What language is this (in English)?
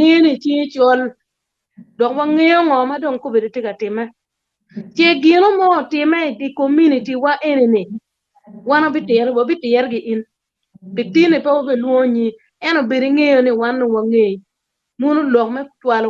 Acoli